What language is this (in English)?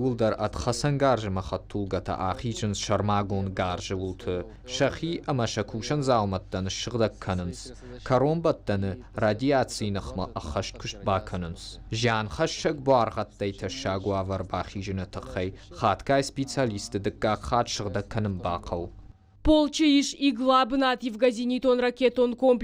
Ossetic